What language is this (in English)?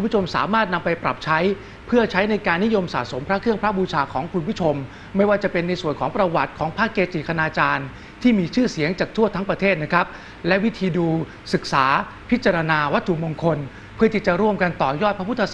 Thai